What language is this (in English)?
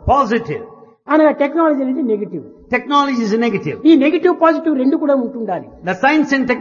Telugu